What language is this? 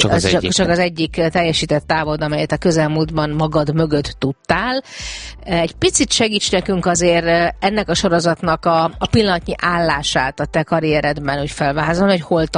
Hungarian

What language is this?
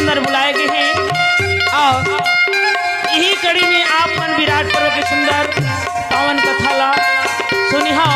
Chhattisgarhi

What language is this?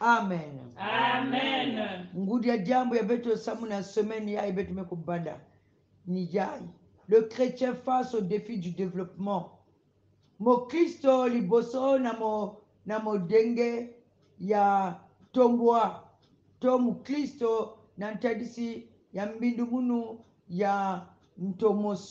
Kongo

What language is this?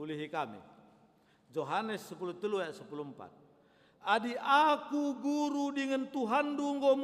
Batak Karo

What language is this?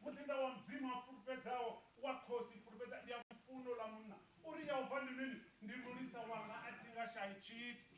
Venda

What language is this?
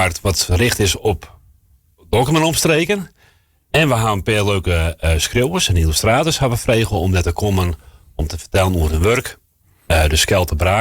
Western Frisian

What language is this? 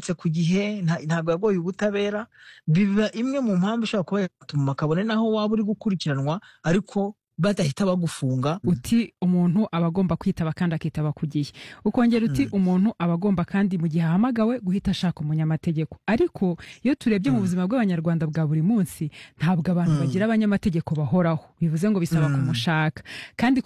Kinyarwanda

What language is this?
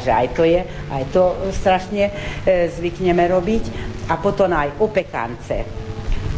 Slovak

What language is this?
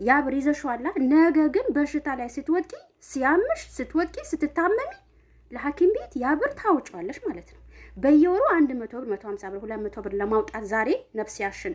Amharic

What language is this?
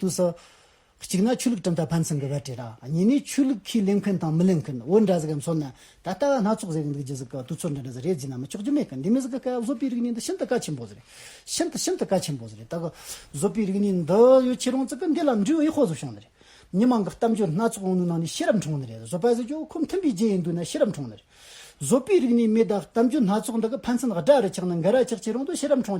Amdo Tibetan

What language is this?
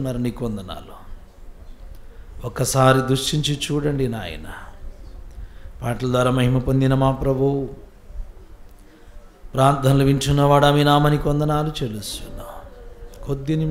Telugu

